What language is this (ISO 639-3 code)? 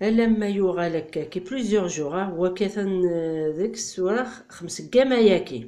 kab